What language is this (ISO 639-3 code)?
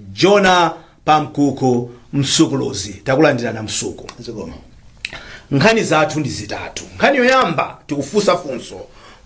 nya